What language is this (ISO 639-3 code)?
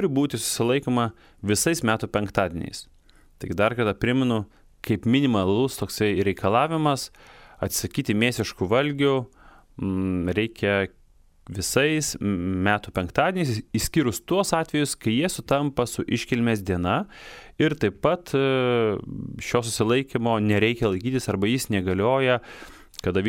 lit